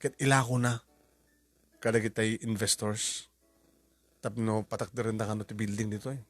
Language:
Iloko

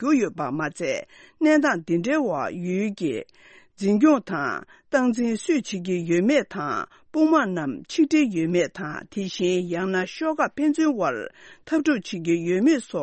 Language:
Tibetan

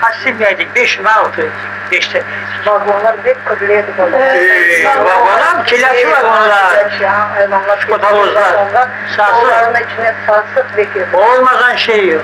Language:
Crimean Tatar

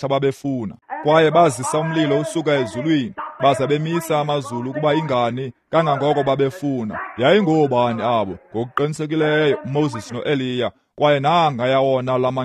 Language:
Xhosa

